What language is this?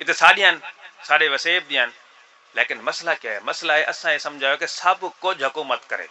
Saraiki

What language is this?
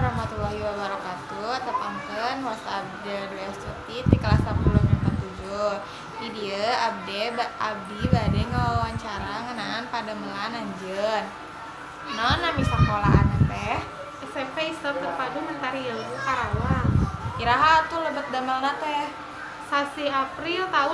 Sundanese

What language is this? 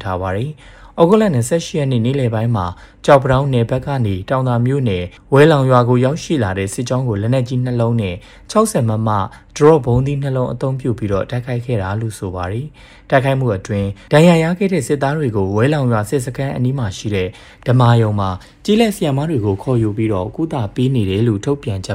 Burmese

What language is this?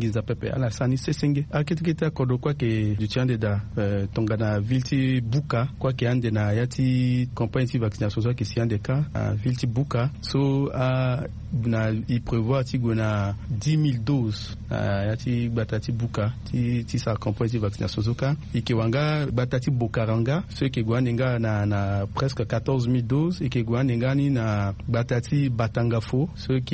Sango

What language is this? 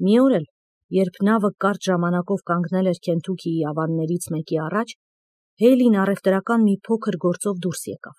Armenian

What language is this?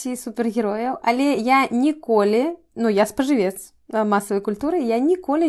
Belarusian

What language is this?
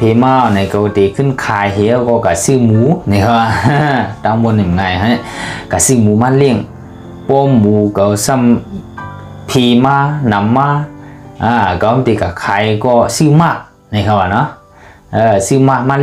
Shan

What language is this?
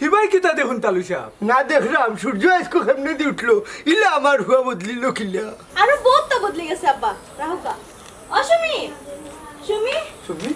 Sylheti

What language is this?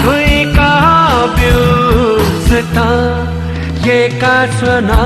Newari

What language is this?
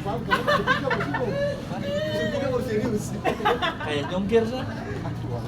Ambonese Malay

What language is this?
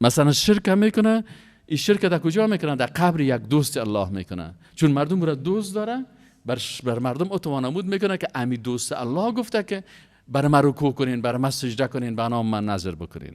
Persian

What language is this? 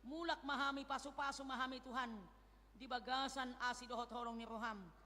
Batak Toba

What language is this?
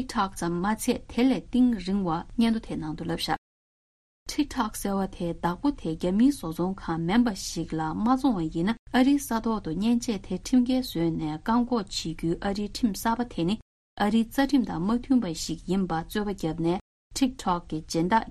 Tibetan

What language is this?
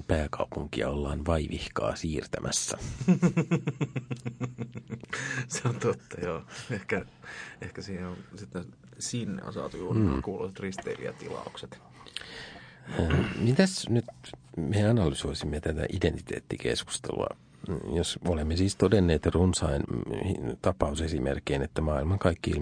Finnish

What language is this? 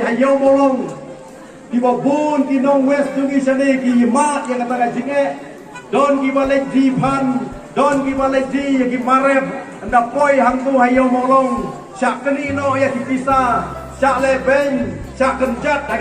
Khasi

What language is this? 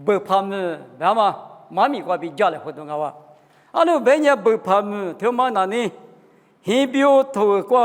Lisu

